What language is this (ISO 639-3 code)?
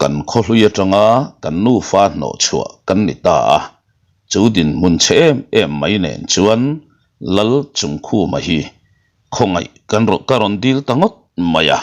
lus